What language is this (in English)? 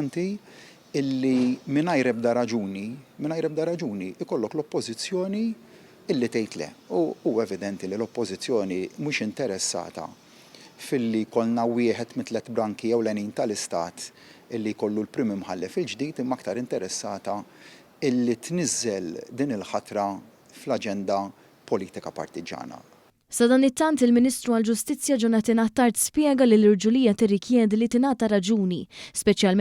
Maltese